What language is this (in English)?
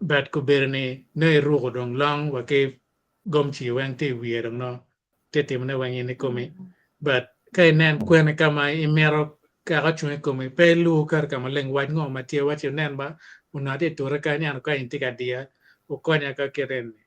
Acoli